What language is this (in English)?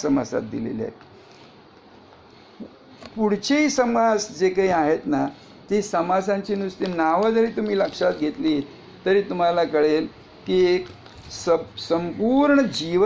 Marathi